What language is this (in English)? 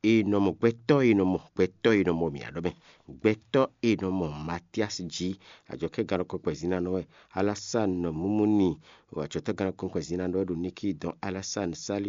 Fon